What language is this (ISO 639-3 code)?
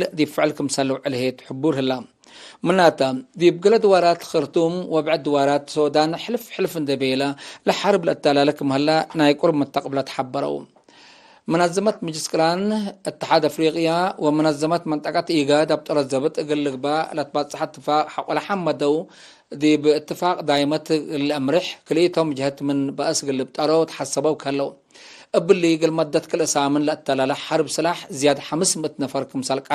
tig